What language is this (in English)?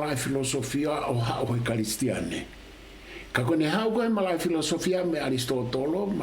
Tongan